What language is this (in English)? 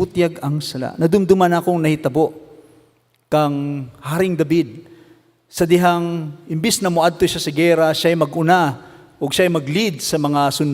Cebuano